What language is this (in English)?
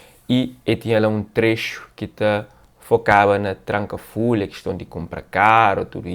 Kabuverdianu